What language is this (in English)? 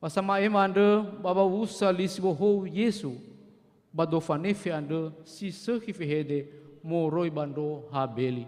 Nias